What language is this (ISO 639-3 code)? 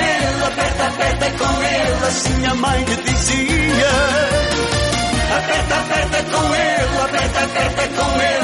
por